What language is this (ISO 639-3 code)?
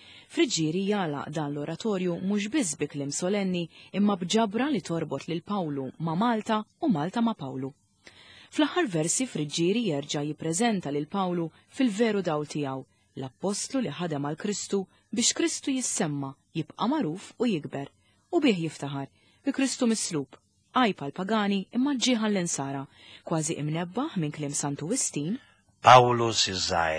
mlt